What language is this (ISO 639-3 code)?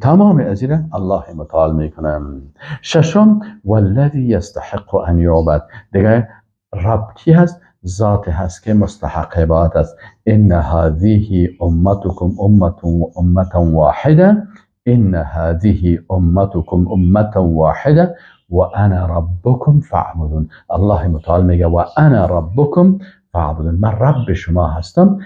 fas